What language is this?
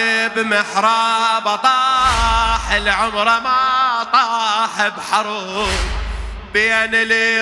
Mesopotamian Arabic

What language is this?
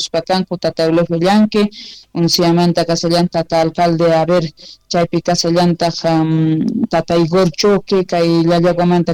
Quechua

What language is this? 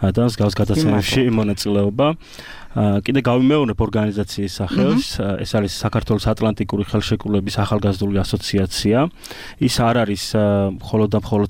Georgian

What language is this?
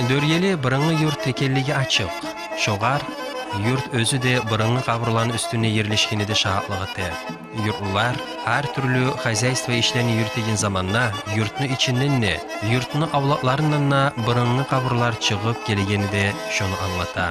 Kumyk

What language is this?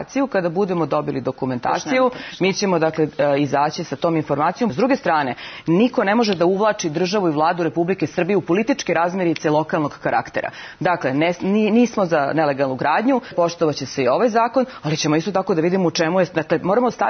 Serbian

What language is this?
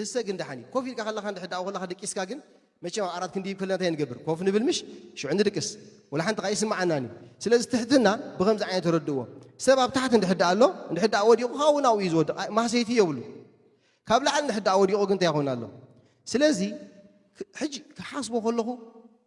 Tigrinya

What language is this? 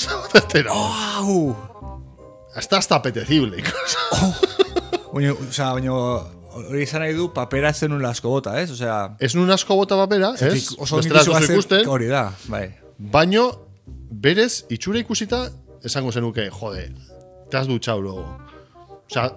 Basque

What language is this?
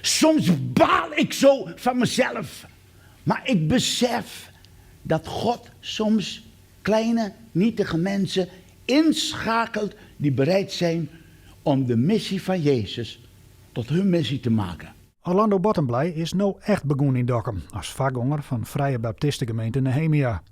Western Frisian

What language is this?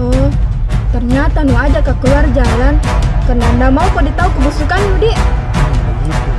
Makassar Malay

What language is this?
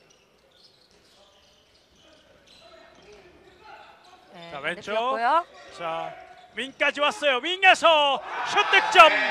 Korean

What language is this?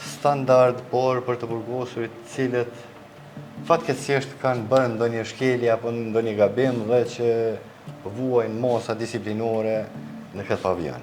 Albanian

